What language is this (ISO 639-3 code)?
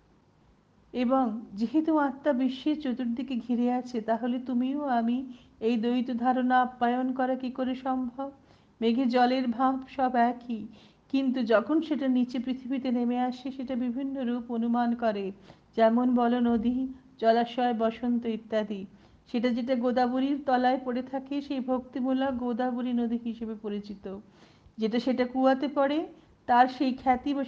ben